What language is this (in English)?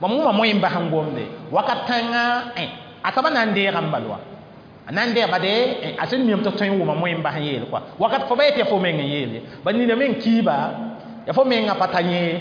Mossi